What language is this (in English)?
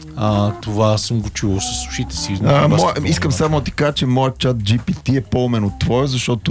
Bulgarian